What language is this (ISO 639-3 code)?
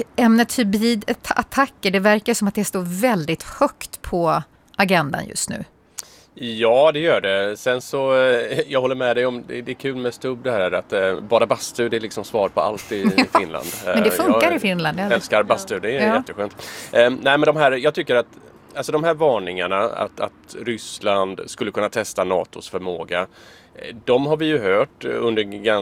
swe